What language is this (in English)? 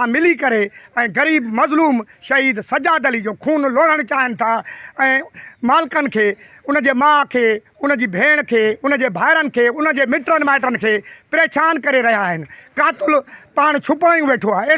Sindhi